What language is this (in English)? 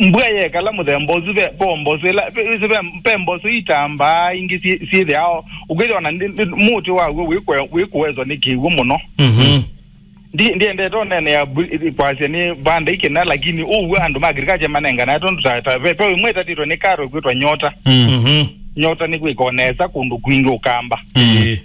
Kamba